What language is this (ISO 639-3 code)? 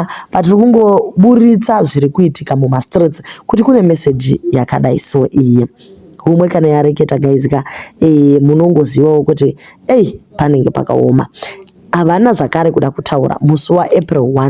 sna